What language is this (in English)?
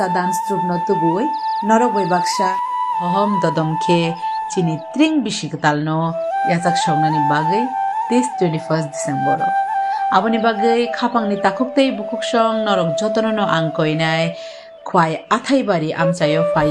Kok Borok